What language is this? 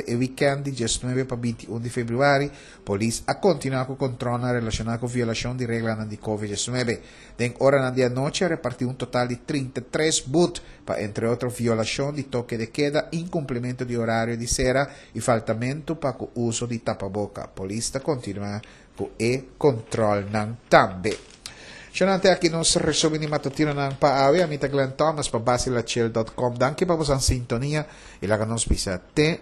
Papiamento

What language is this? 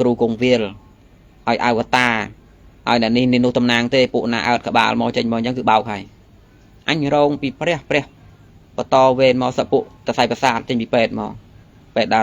Khmer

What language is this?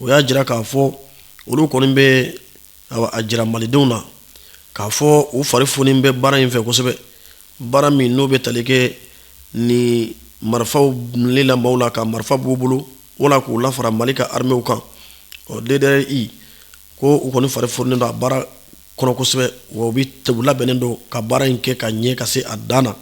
Bambara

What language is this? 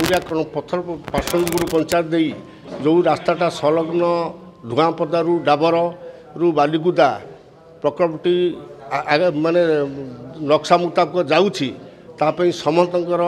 Odia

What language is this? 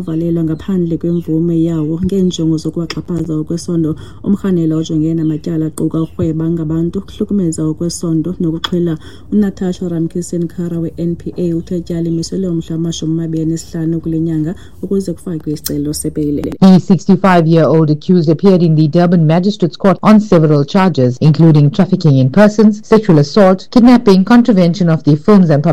Xhosa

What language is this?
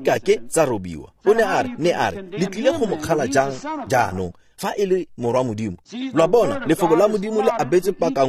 Tswana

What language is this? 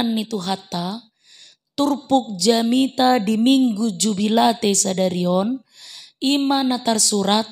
Batak Toba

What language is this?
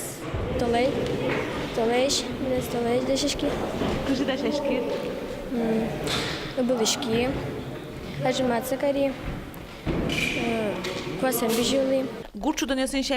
Udmurt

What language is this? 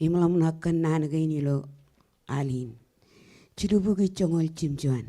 Marshallese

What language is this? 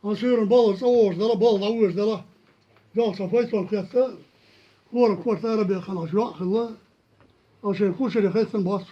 Chechen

